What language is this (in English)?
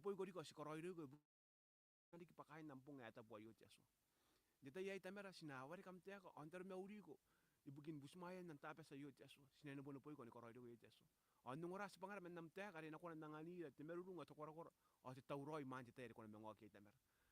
Gilbertese